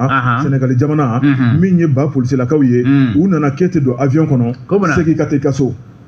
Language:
Bambara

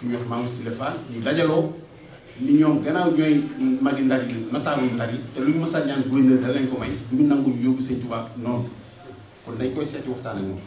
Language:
Wolof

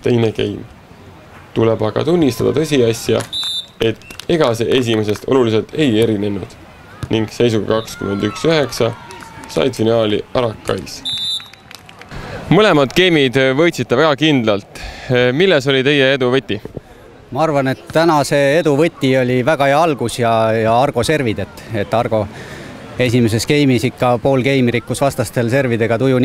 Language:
Estonian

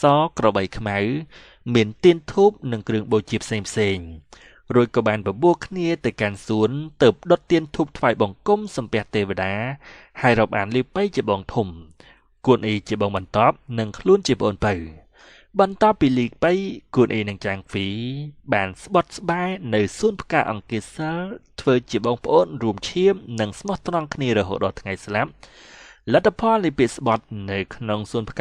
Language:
Khmer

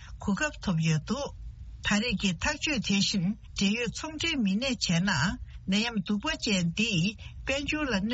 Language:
Tibetan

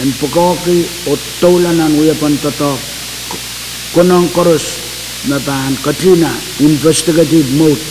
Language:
Pohnpeian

